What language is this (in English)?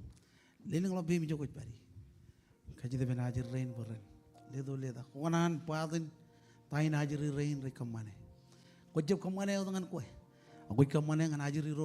Marshallese